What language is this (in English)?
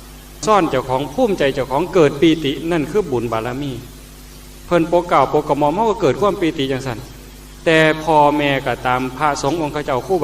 Northeastern Thai